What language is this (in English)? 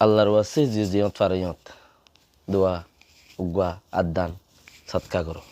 Rohingya